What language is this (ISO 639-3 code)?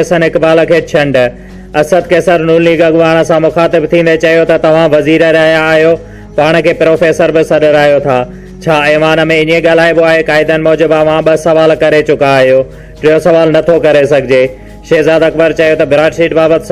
snd